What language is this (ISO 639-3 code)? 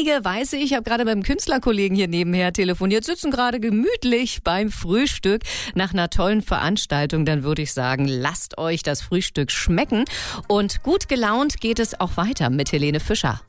deu